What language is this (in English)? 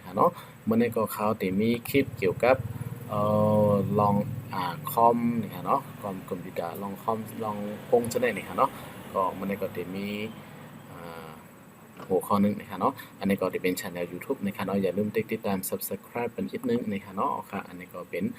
Shan